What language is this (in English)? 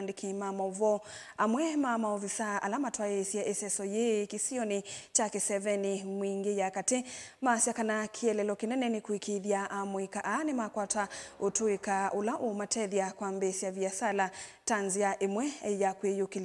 Kamba